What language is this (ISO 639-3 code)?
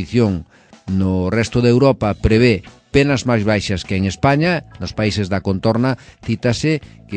glg